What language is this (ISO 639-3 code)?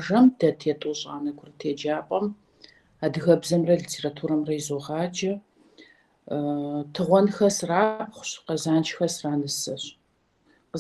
kbd